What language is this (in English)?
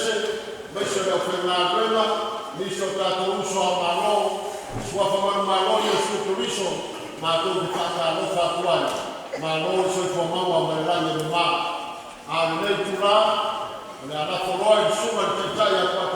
Samoan